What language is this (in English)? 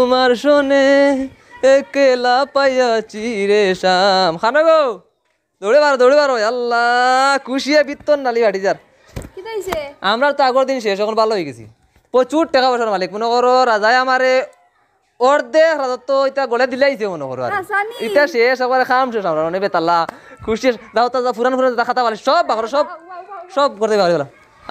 Sylheti